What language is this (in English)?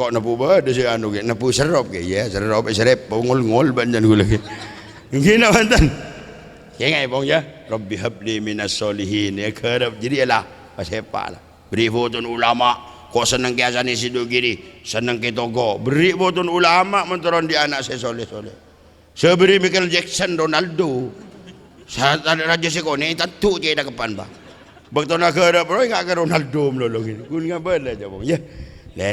Madurese